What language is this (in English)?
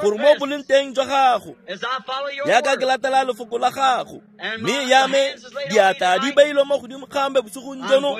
Tswana